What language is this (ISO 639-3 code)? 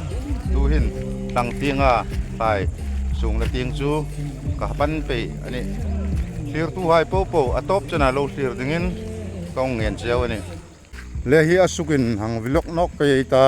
hmr